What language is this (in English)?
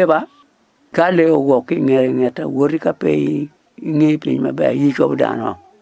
Acoli